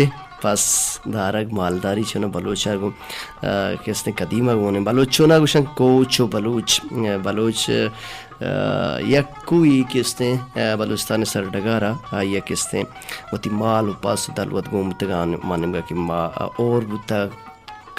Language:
Baluchi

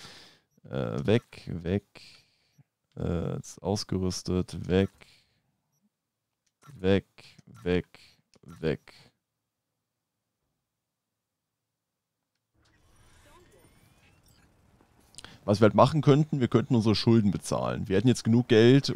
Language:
German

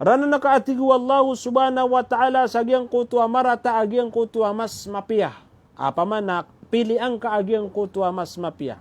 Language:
Maranao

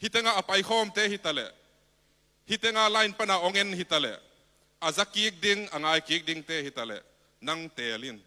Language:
Tedim Chin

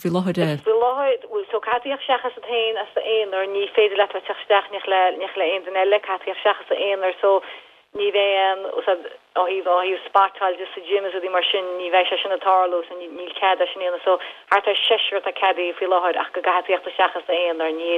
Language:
Irish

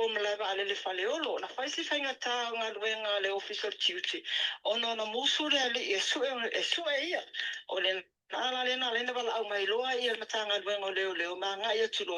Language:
Samoan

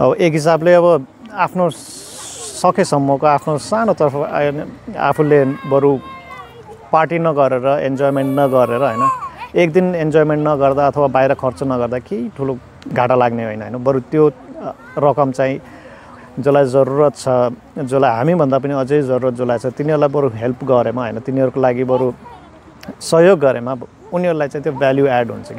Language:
Nepali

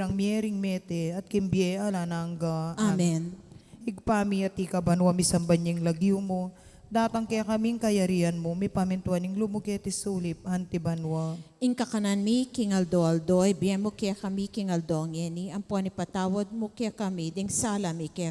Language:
Pampanga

